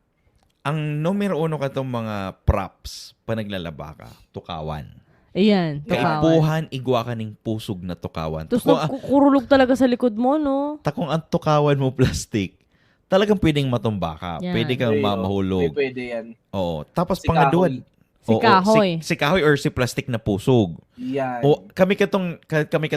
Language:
Bikol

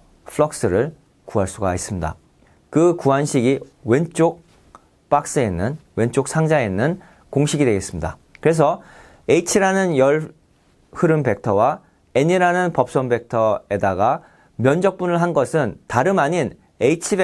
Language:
Korean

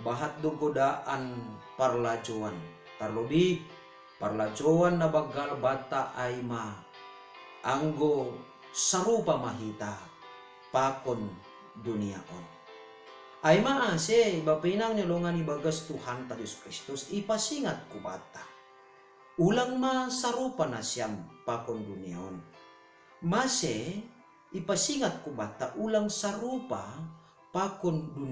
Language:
Batak Simalungun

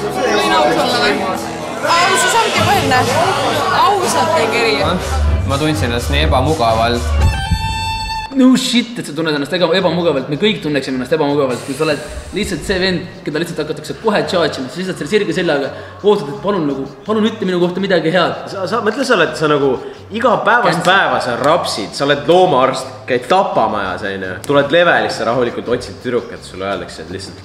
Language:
Estonian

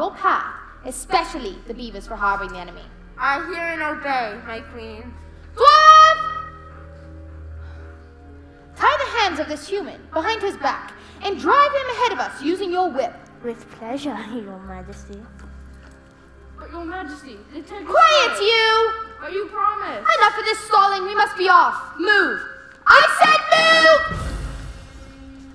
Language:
English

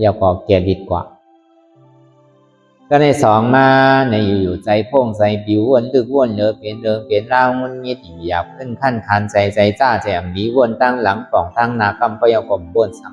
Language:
Shan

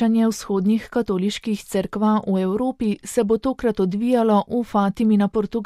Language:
Slovenian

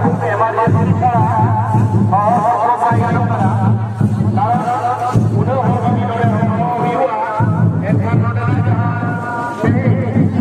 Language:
Santali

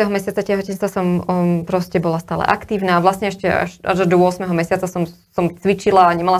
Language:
Slovak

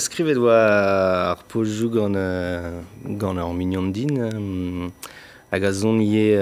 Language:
Breton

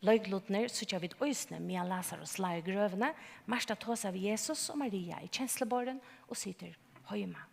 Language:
Faroese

